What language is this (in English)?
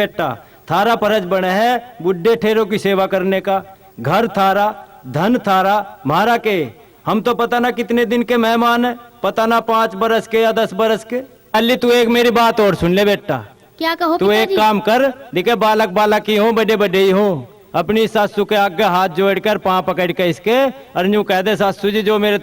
Haryanvi